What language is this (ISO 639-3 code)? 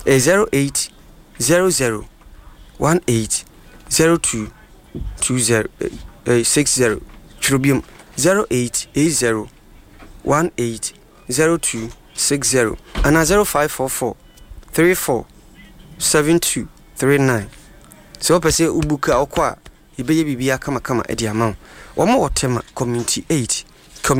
aka